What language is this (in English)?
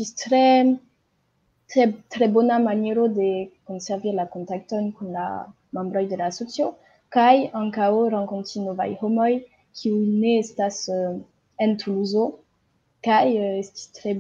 Esperanto